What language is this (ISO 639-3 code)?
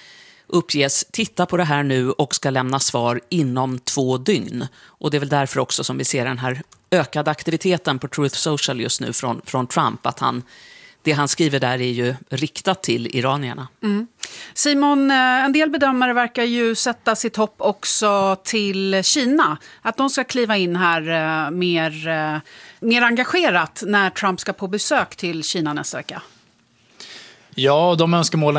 swe